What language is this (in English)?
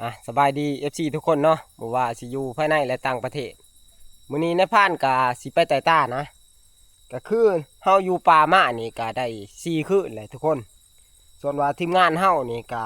Northeastern Thai